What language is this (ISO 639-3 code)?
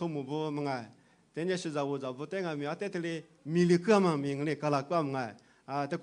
lis